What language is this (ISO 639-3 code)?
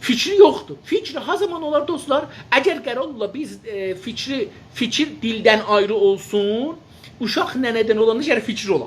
azb